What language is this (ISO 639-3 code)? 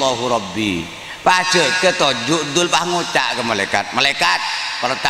mad